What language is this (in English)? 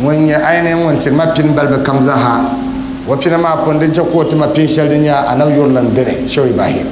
Dagbani